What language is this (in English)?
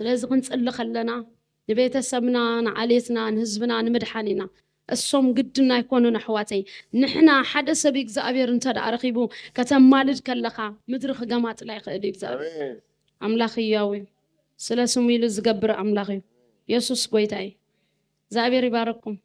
Tigrinya